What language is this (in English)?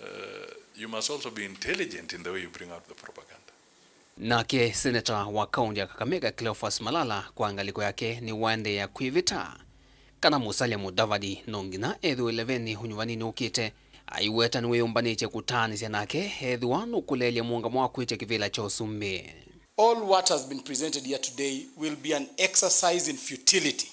Kamba